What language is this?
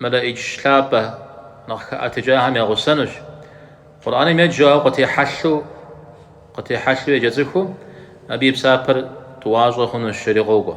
Kabardian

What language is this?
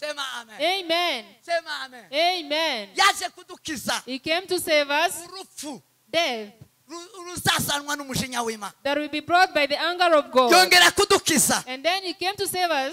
Kinyarwanda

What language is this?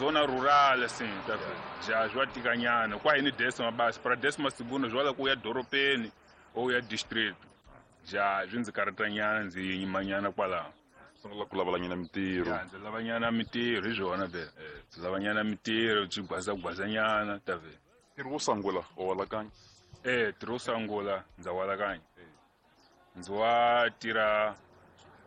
Tsonga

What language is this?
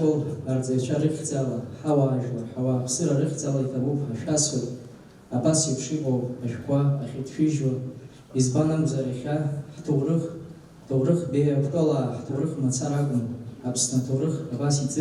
Abkhazian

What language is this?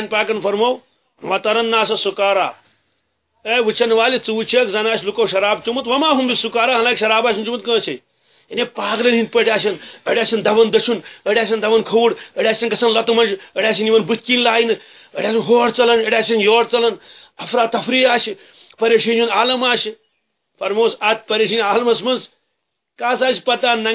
Kashmiri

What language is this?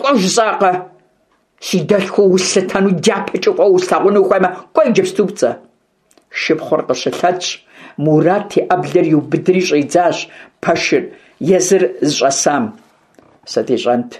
Kabardian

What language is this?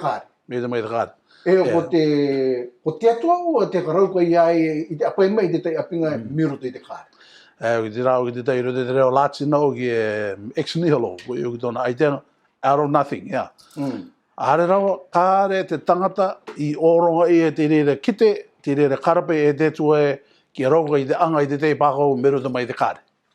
Rarotongan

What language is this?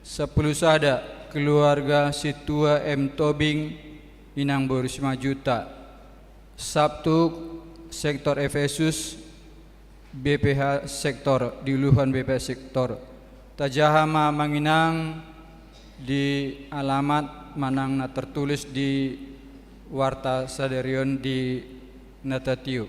Batak Toba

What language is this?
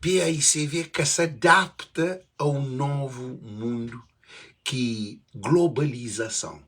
Kabuverdianu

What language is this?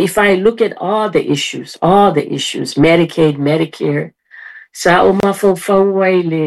Samoan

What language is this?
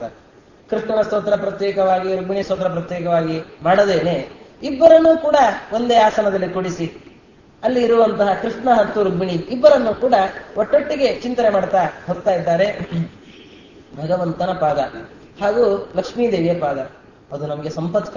Kannada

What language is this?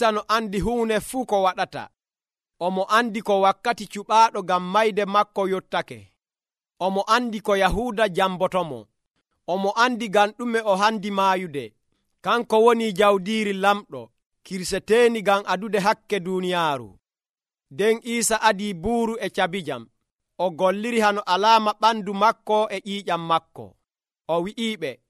Nigerian Fulfulde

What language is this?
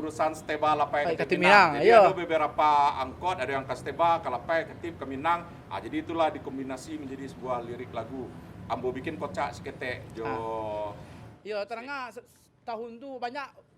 Minangkabau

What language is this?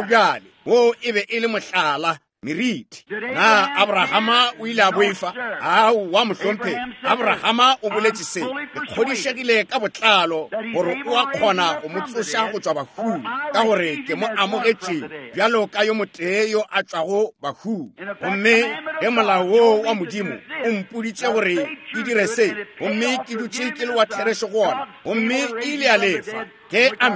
Northern Sotho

